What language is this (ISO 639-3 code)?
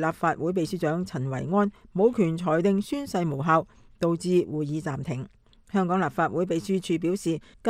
yue